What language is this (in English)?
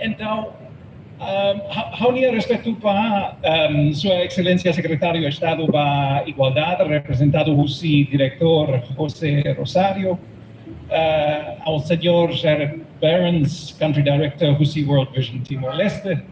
Tetum